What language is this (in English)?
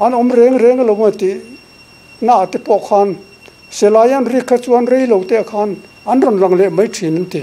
Mizo